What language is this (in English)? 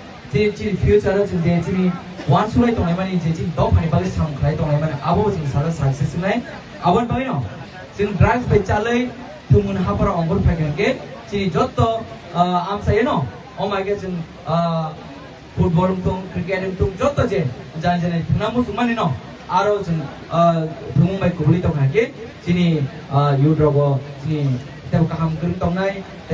Kok Borok